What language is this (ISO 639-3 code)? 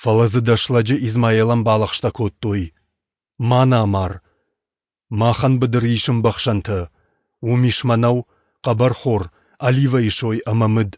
oss